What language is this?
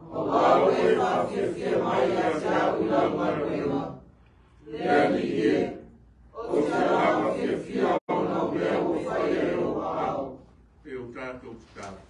Samoan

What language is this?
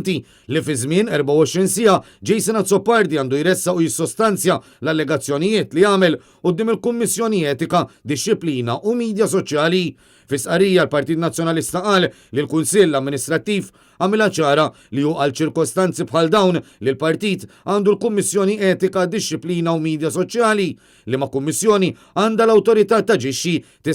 Maltese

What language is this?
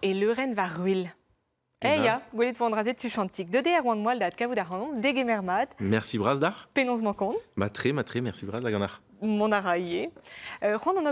Breton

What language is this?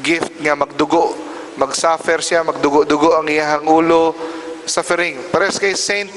Cebuano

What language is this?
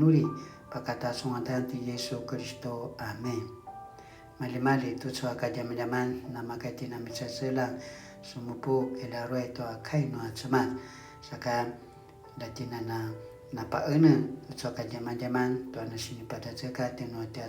Paiwan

